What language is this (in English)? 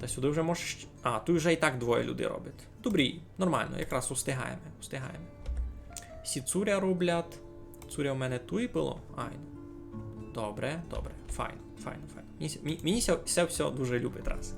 Rusyn